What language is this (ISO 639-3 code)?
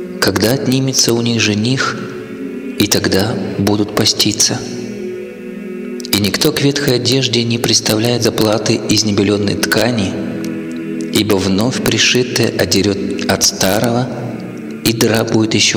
rus